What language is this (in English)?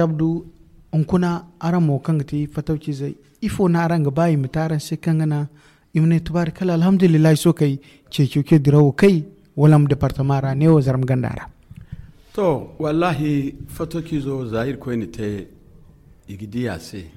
Zarma